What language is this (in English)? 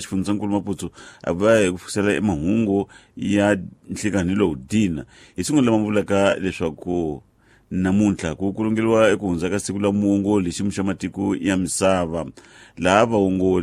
Tsonga